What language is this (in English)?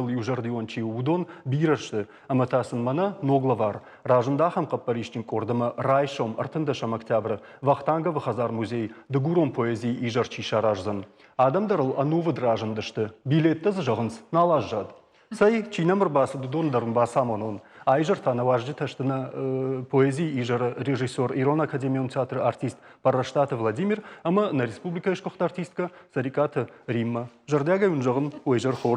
Ossetic